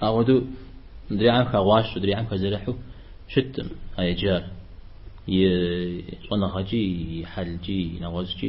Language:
Kabardian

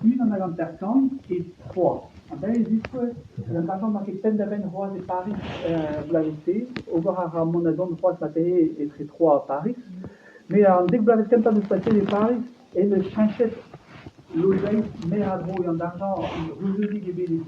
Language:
Breton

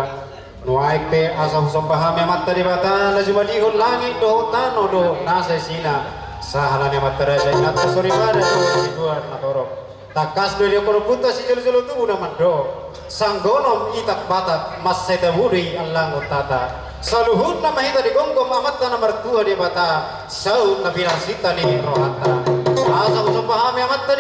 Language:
Batak Toba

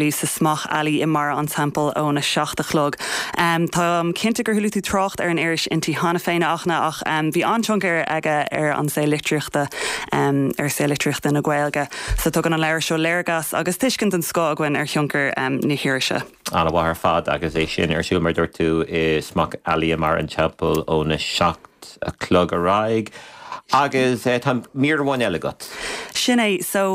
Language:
Irish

